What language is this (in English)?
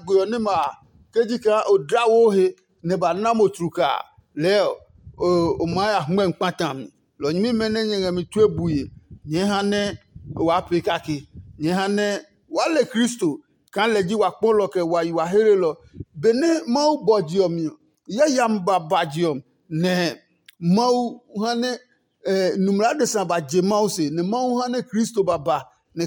Adangme